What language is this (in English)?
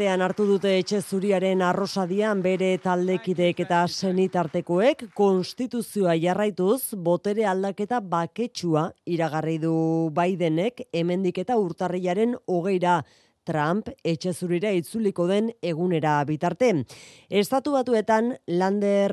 Basque